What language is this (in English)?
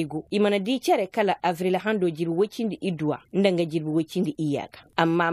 Koyraboro Senni